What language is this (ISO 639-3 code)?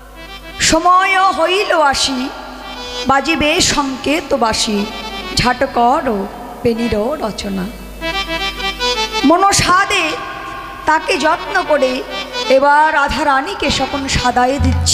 ben